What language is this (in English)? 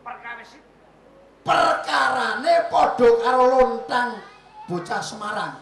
Javanese